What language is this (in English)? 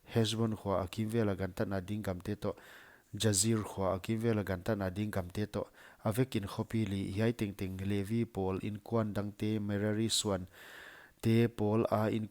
Paite Chin